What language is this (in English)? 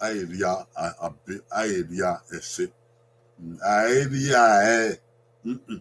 Bini